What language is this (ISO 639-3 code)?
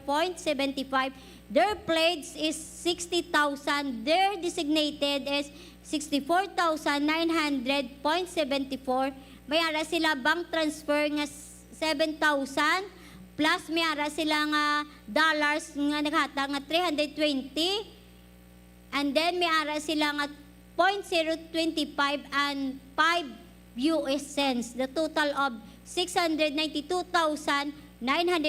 hil